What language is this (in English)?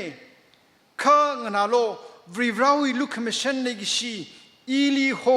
Tangkhul Naga (India)